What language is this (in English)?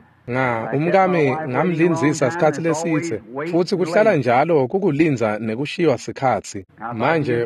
Swati